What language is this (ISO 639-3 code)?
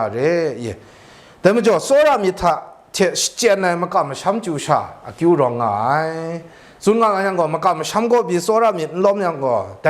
kac